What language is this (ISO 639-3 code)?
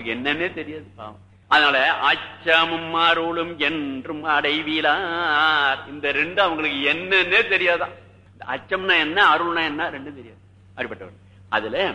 tam